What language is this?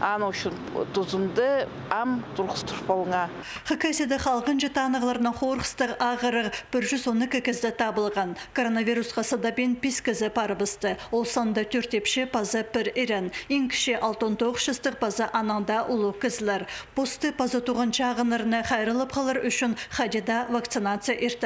Khakas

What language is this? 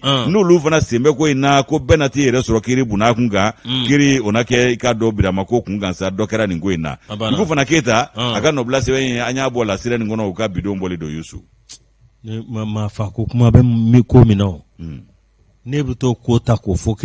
Bambara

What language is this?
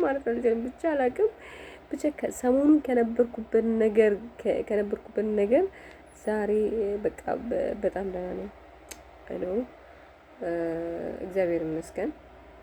Amharic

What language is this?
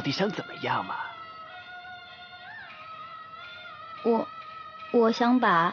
Chinese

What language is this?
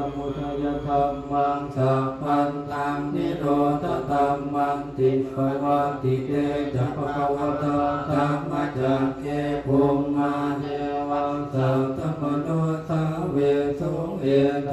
Pali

